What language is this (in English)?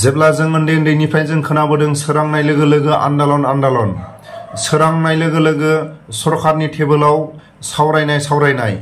Bodo